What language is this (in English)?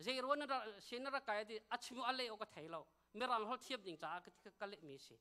Hakha Chin